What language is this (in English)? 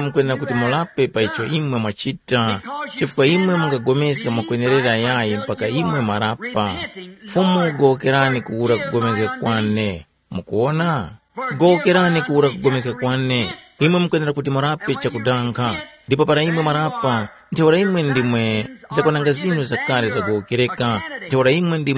Tumbuka